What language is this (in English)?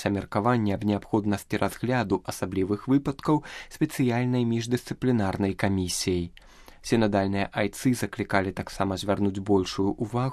Belarusian